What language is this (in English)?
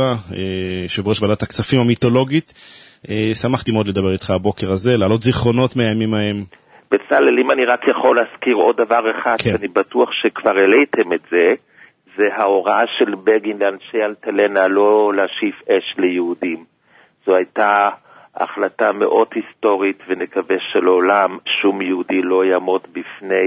Hebrew